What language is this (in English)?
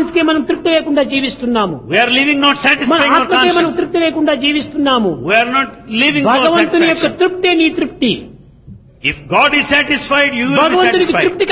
Telugu